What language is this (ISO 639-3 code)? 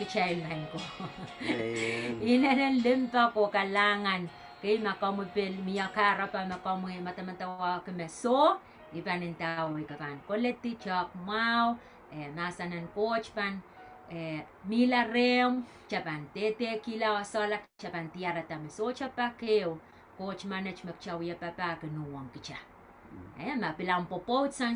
pon